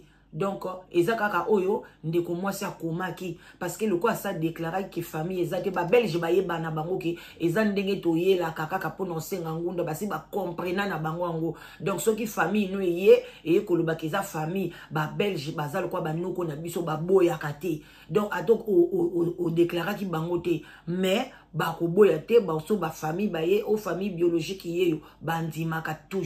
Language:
Lingala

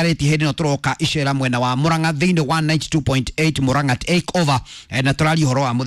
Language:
Kikuyu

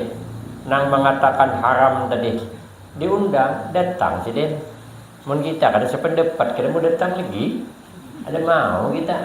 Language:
Banjar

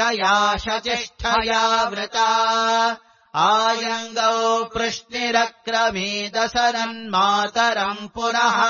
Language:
Sanskrit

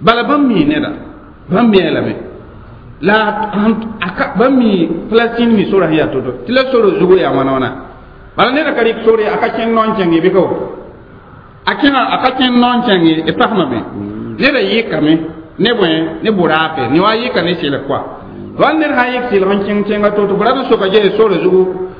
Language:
Mossi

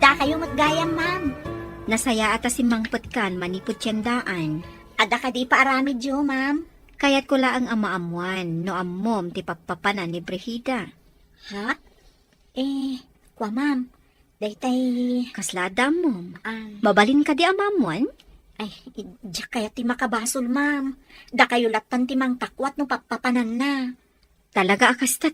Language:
Iloko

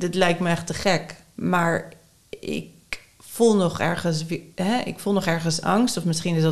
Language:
Dutch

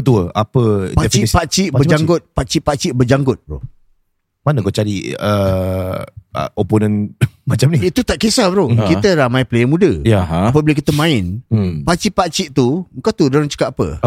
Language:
Malay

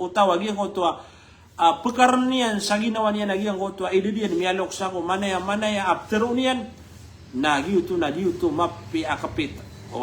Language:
Maranao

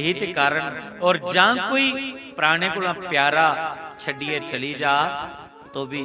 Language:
Dogri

